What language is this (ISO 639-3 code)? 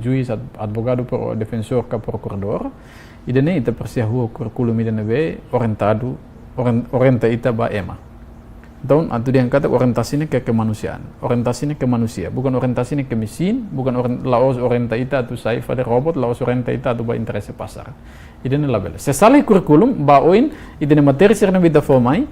tet